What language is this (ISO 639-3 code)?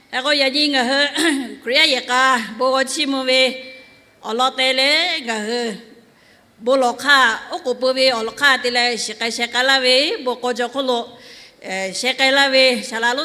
lhu